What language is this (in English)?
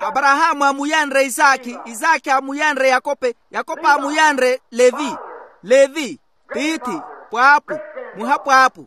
Makhuwa